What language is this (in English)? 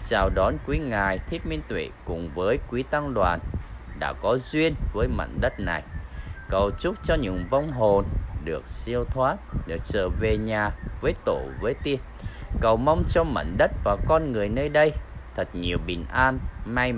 Vietnamese